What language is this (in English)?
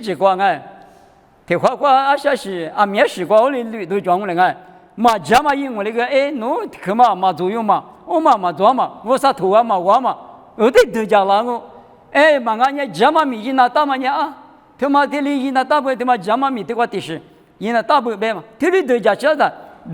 Lisu